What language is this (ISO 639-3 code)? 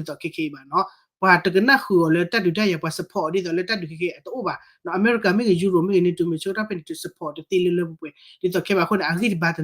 ksw